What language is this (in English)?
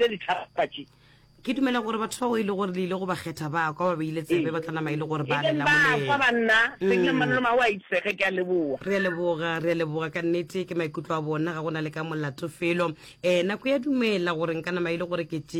Northern Sotho